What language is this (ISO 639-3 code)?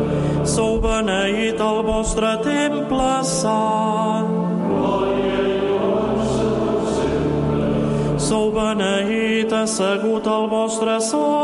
cat